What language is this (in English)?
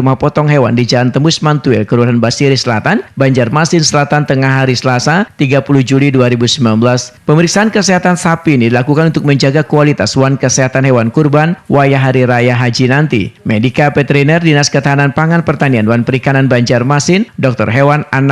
Banjar